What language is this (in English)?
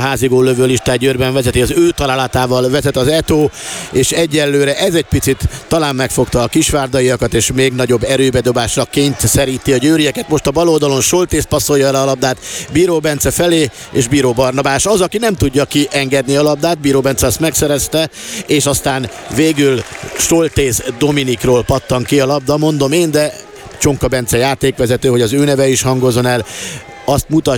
Hungarian